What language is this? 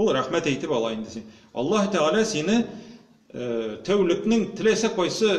Tatar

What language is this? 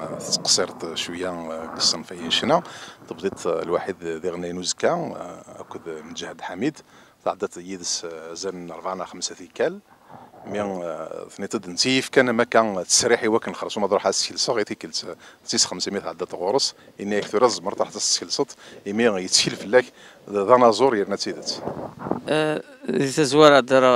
Kabyle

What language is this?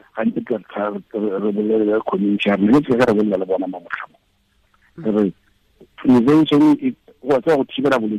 Tswana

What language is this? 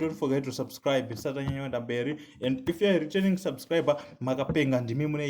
Shona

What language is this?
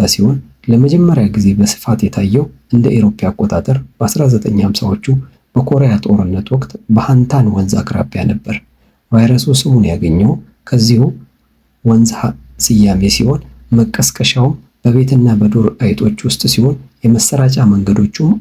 Amharic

